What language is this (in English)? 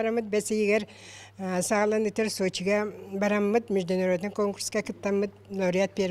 Yakut